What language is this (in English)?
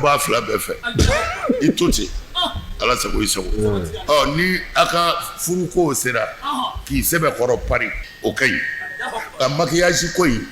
Bambara